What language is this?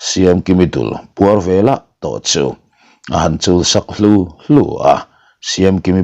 Mizo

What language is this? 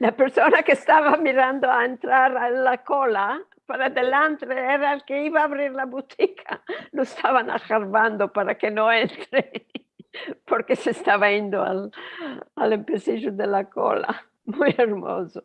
Ladino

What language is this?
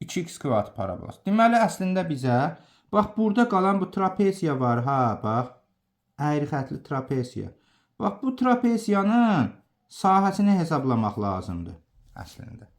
Azerbaijani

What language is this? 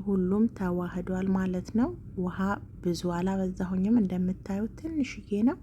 Amharic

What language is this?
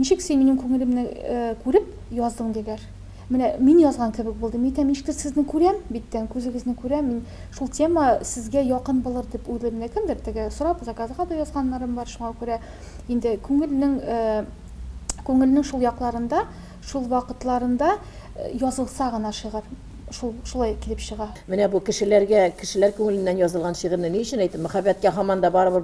Tatar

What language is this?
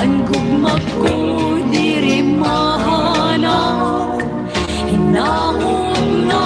Waray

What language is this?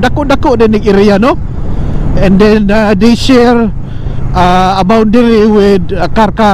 Cebuano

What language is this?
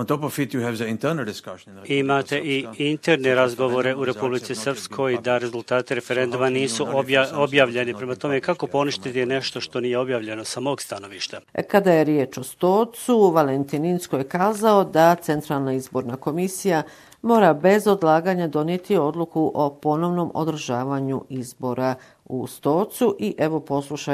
Bosnian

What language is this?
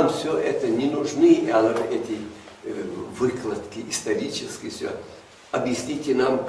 Ingush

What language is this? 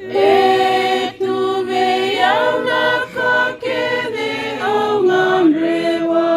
Fijian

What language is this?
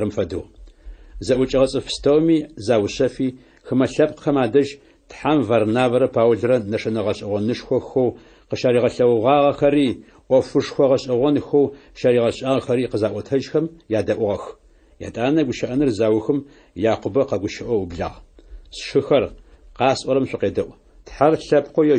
Adyghe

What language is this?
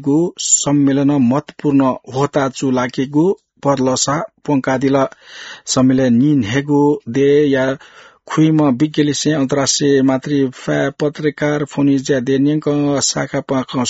Newari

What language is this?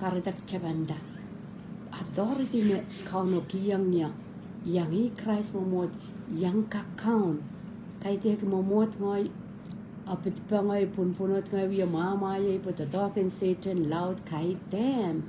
Pohnpeian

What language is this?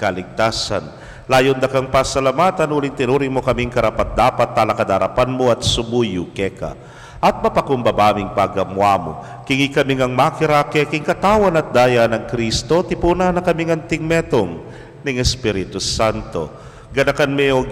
Pampanga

